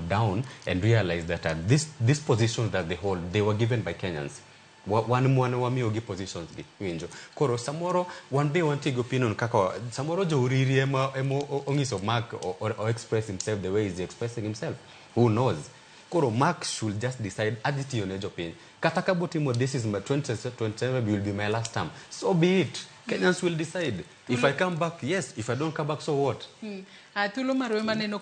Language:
Luo (Kenya and Tanzania)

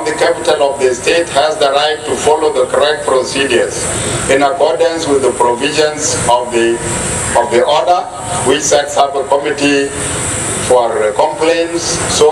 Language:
Dinka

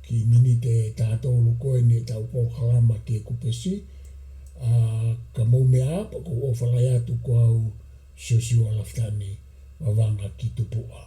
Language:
Tongan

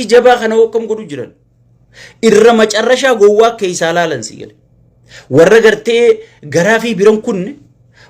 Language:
Oromo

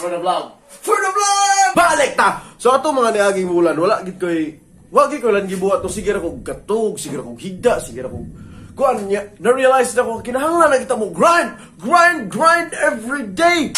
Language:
Cebuano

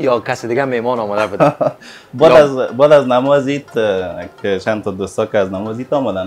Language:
Persian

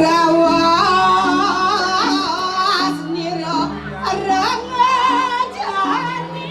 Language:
Balinese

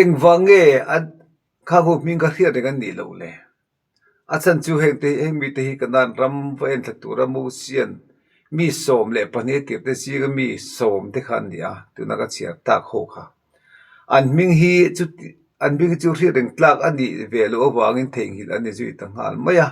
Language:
Mizo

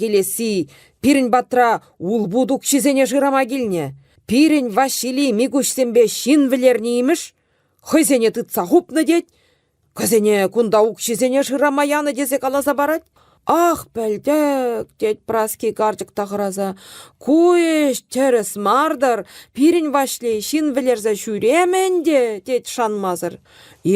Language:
Chuvash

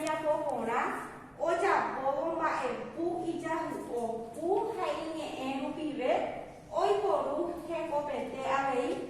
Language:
Guarani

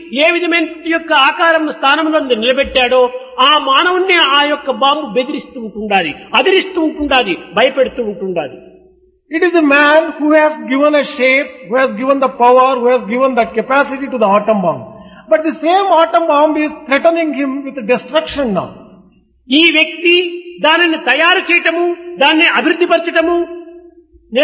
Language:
Telugu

